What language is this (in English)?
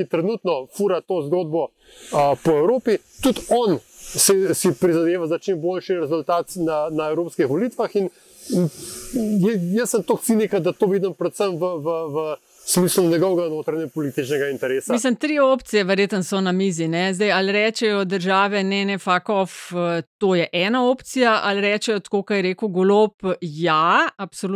Slovenian